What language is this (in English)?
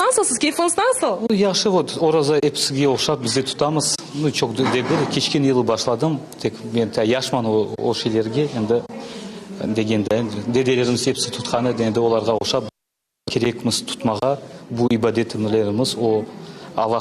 Crimean Tatar